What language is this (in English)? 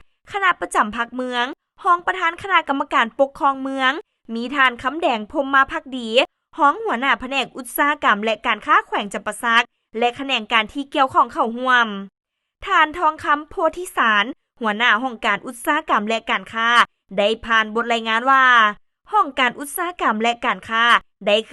Lao